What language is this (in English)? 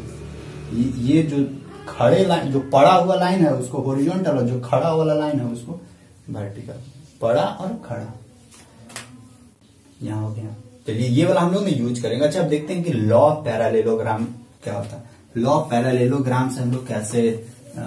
Hindi